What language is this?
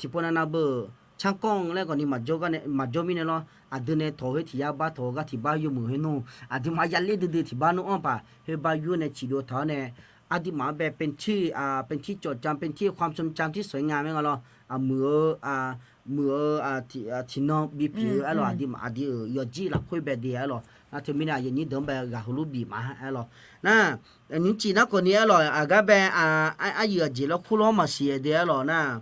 Akha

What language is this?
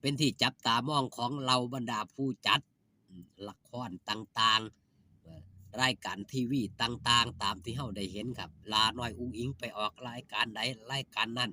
Northeastern Thai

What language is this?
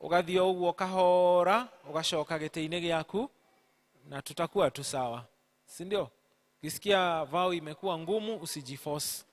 Kikuyu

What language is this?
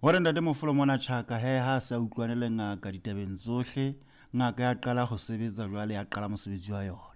Southern Sotho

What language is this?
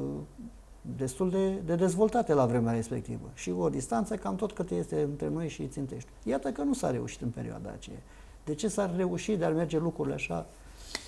Romanian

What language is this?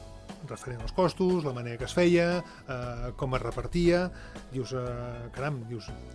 Catalan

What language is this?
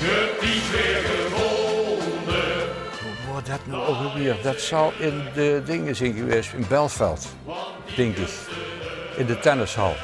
Limburgish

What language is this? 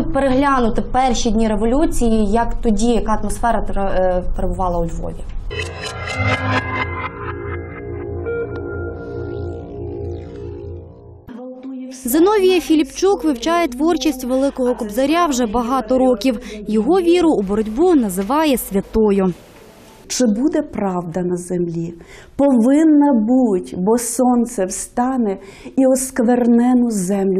Ukrainian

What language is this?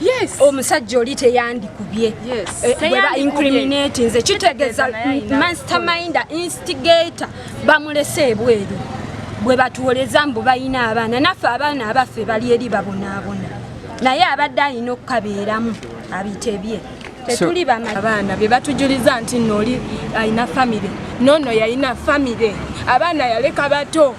Ganda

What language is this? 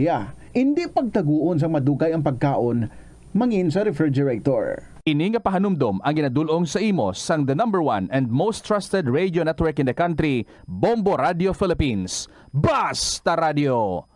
Hiligaynon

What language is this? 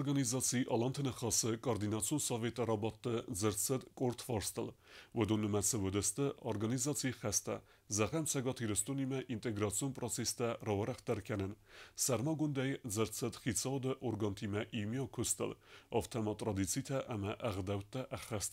Ossetic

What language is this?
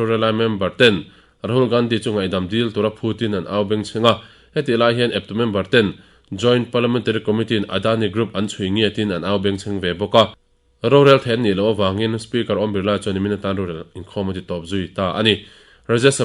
Mizo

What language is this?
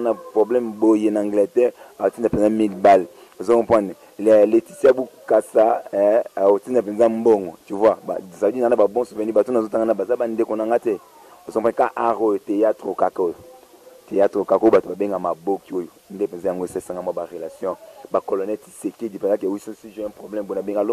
Lingala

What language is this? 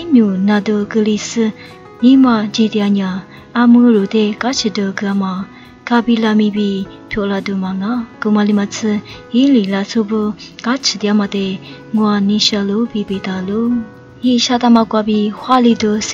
Lisu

